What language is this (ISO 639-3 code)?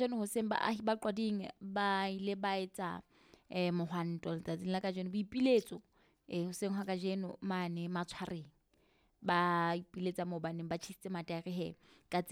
sot